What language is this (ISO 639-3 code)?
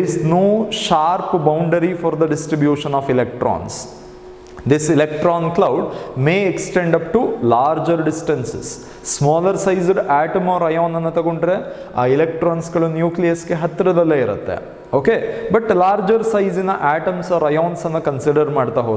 kan